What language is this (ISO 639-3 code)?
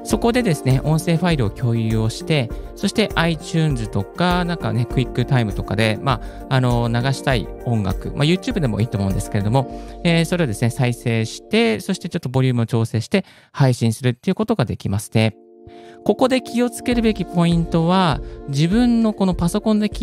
jpn